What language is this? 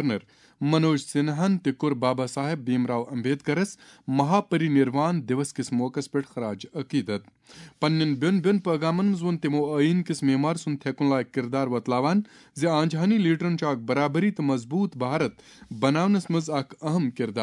Kashmiri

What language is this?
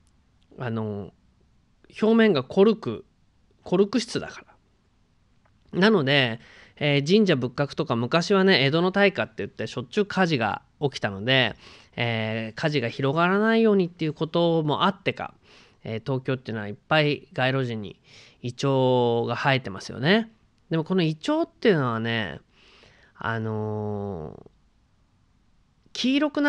Japanese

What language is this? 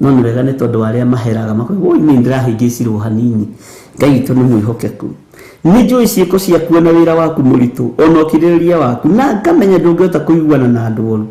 Kikuyu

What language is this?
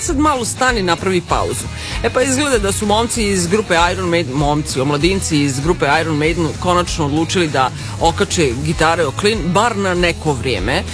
Serbian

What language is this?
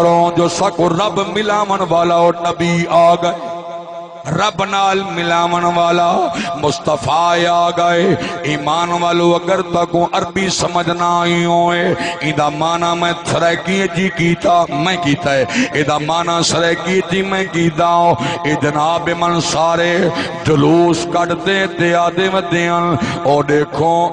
Saraiki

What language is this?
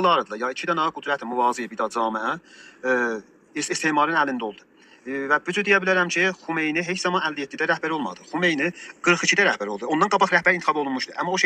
South Azerbaijani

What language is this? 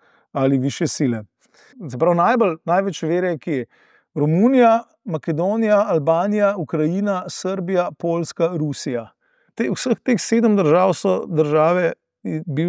Slovenian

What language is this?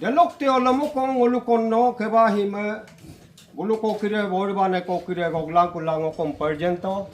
Adi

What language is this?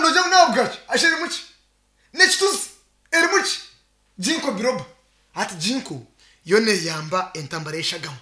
Nyankole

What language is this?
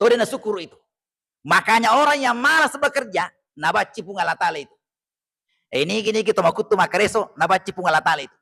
Buginese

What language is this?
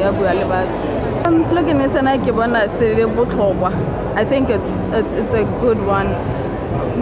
Tswana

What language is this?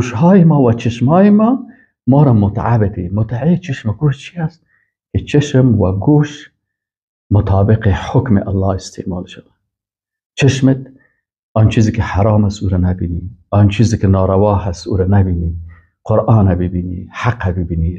Persian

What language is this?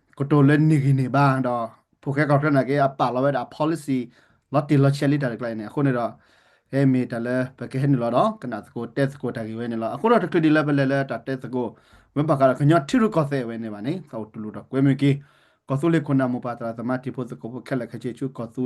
S'gaw Karen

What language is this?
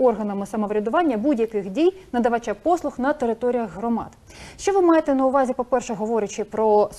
Ukrainian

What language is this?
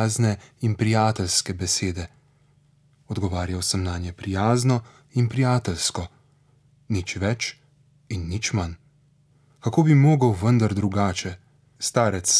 Slovenian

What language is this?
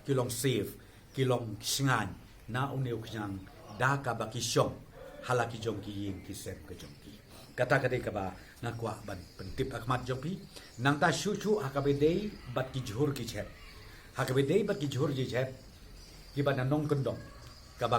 Khasi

